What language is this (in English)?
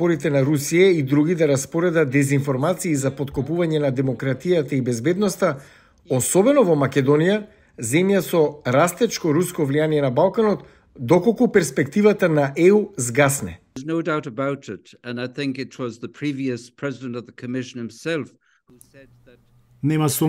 Macedonian